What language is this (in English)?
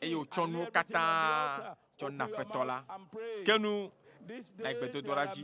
Ewe